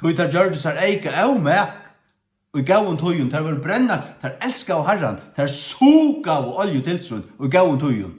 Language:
Faroese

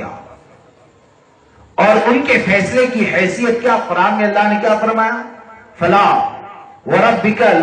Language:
Urdu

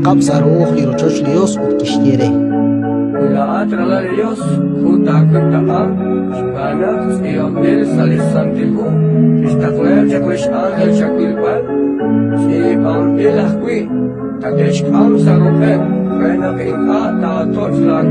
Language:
Kekchí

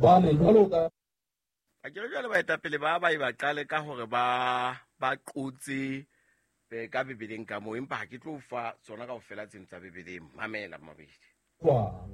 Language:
Southern Sotho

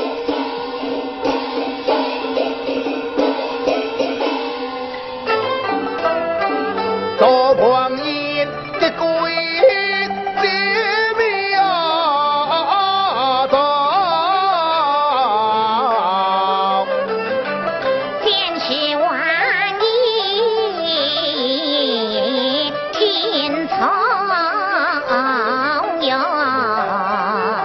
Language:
Chinese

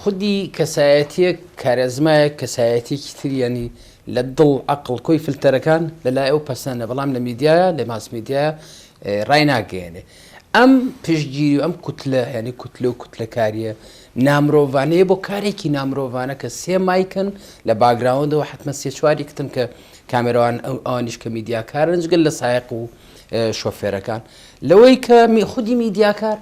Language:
Central Kurdish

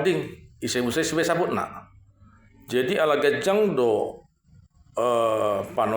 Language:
Batak Toba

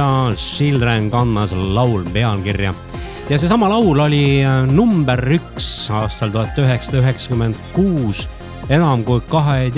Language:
Estonian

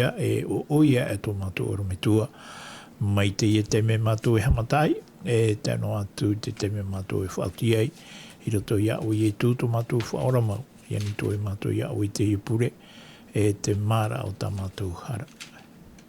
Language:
Tahitian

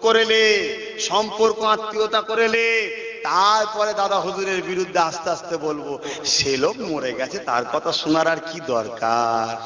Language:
Bangla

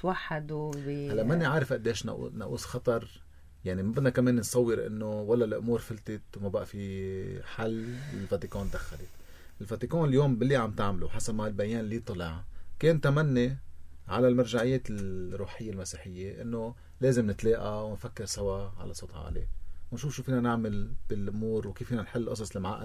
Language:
North Levantine Arabic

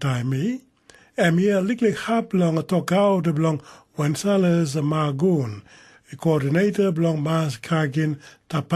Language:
Tok Pisin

